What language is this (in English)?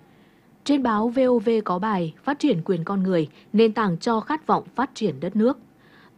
Vietnamese